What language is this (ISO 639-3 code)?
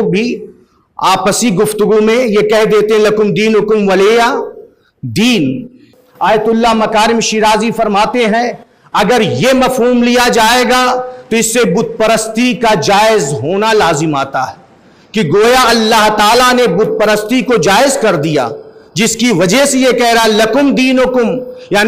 urd